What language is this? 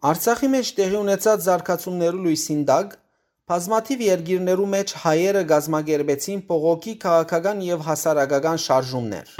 Western Armenian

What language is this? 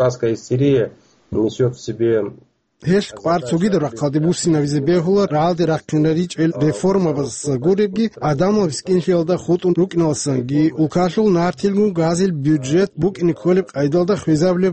Avaric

